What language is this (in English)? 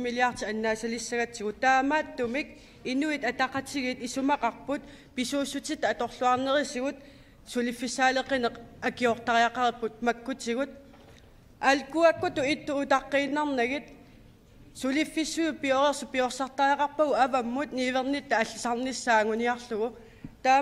Kalaallisut